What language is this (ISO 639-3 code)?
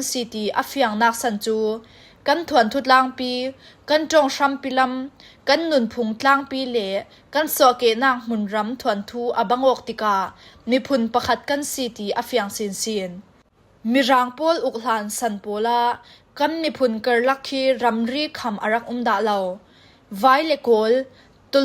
cfm